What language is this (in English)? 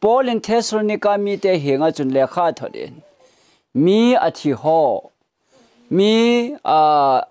Thado Chin